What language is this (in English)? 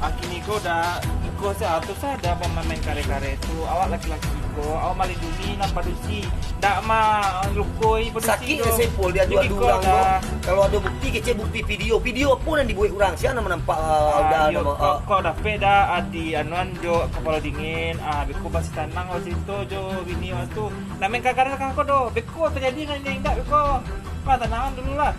Minangkabau